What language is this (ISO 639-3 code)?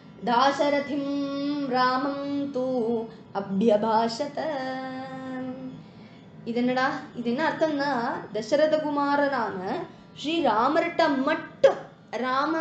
tam